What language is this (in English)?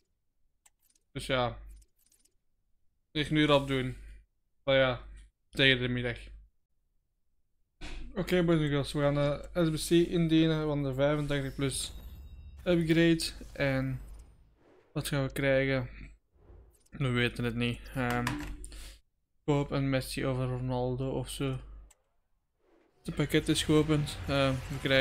Dutch